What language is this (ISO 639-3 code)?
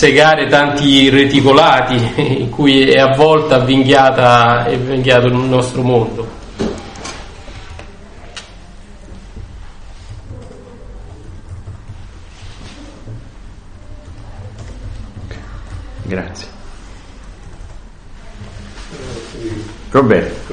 ita